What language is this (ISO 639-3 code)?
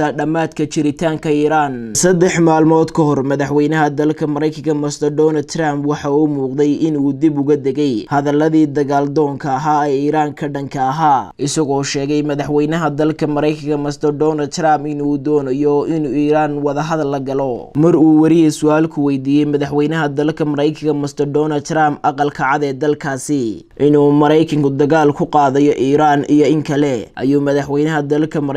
som